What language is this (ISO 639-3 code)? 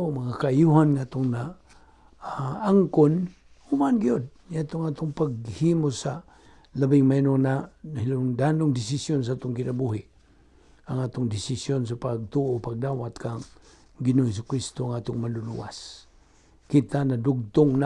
ceb